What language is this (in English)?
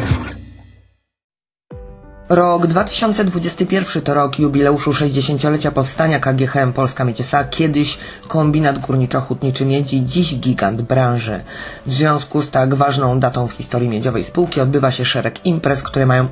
Polish